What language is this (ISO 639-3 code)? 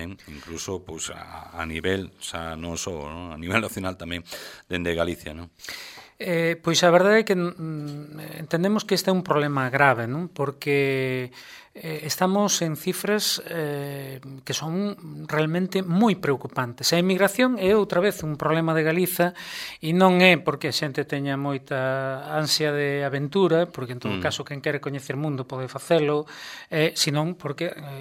glg